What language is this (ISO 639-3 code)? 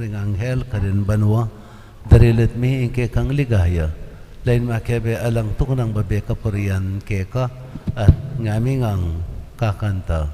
pam